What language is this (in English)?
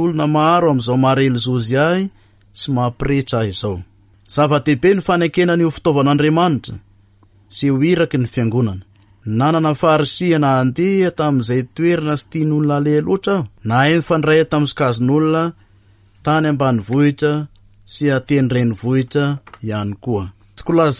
Malagasy